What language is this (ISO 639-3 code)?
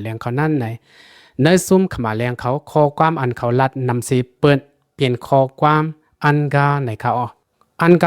lao